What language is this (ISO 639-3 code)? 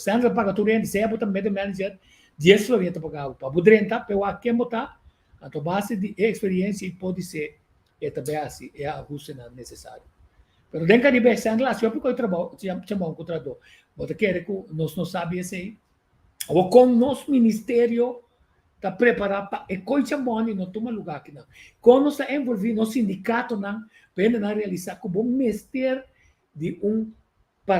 pap